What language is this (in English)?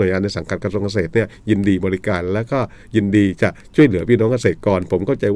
Thai